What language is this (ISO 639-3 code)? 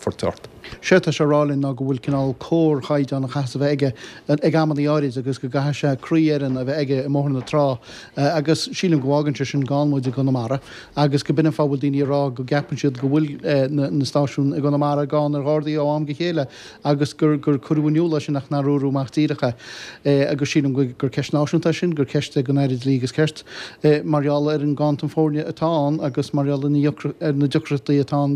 gle